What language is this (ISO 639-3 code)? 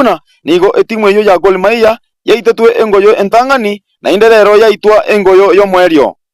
guz